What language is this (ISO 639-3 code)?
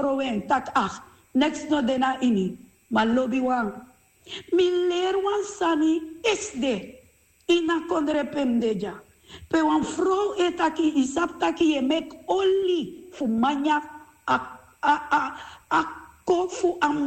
srn